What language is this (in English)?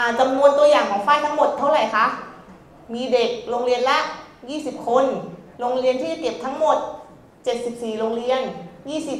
Thai